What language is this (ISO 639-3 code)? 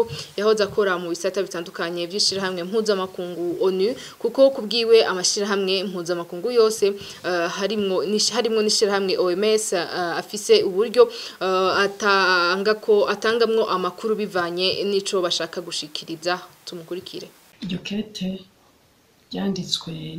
run